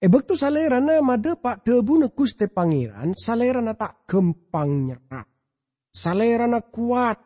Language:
Madurese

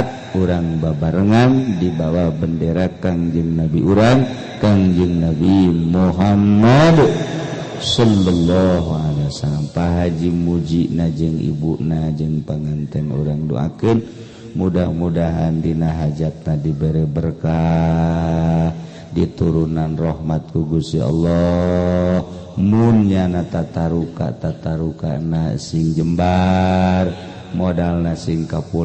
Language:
Sundanese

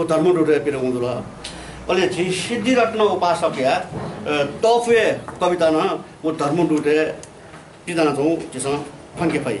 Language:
Newari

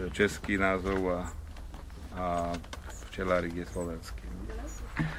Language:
Slovak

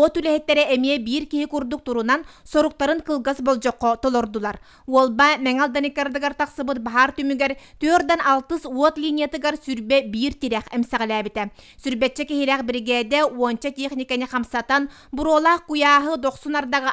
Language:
Yakut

